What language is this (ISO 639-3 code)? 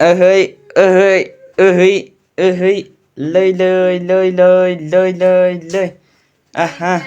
nep